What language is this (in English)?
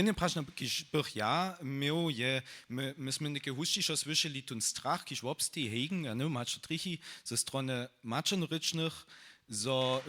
Upper Sorbian